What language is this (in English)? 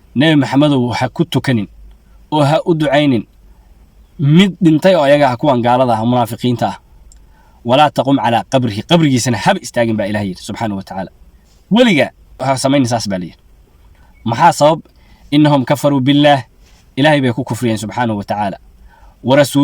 Somali